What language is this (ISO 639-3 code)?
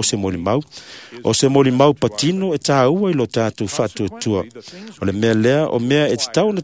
smo